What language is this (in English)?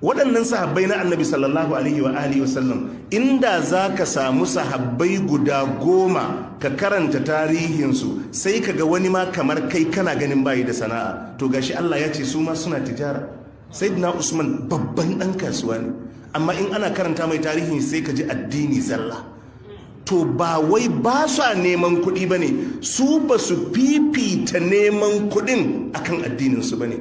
Hausa